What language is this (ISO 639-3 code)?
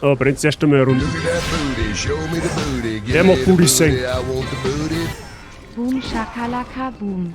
bar